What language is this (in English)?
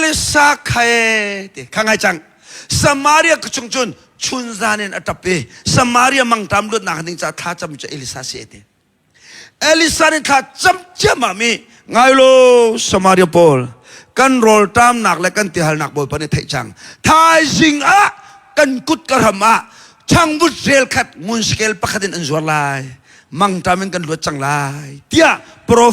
Hakha Chin